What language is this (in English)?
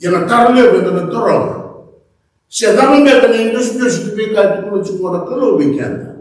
Fijian